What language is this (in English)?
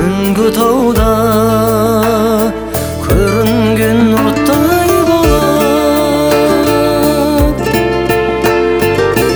Kazakh